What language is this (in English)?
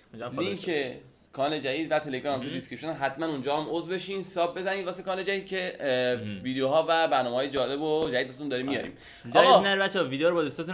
Persian